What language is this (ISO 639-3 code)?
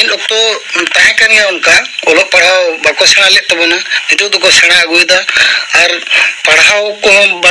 sat